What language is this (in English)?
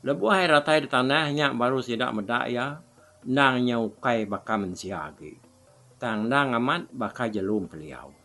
Iban